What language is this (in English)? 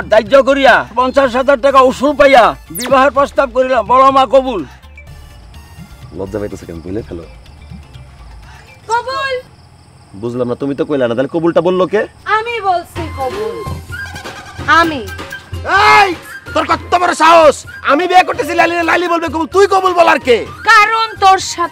Bangla